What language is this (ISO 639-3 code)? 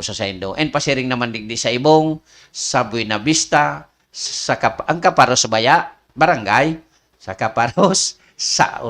bik